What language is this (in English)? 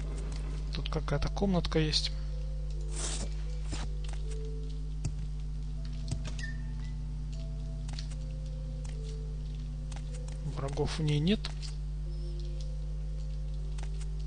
Russian